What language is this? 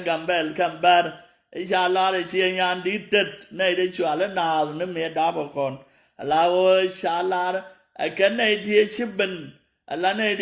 Nuer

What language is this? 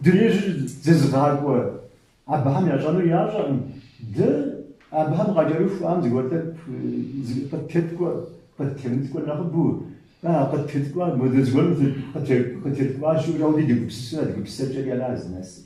Kabardian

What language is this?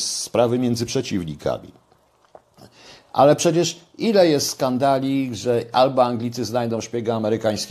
Polish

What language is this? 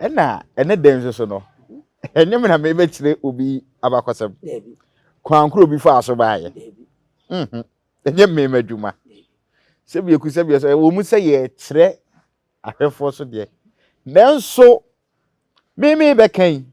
Akan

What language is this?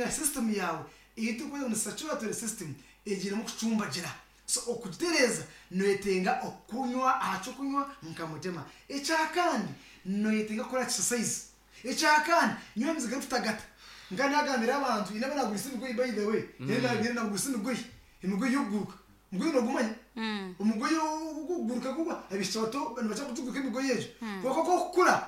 Nyankole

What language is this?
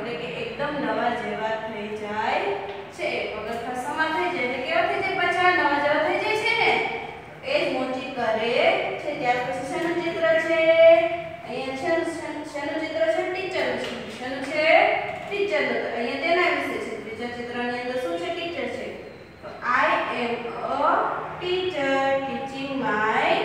Gujarati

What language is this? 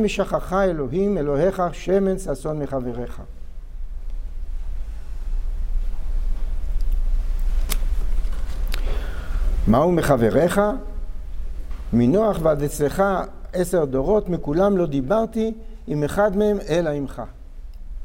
Hebrew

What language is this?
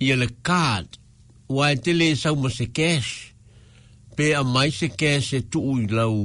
Samoan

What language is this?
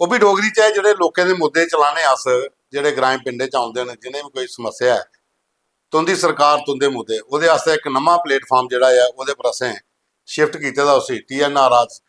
Dogri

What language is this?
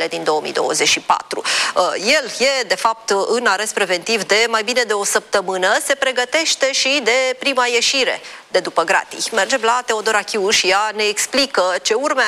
Romanian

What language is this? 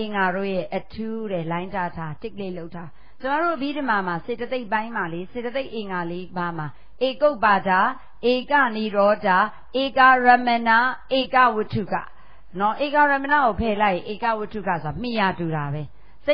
Burmese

